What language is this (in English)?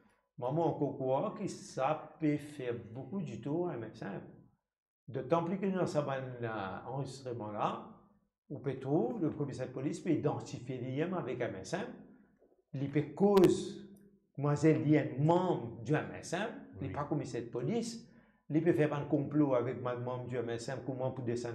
Morisyen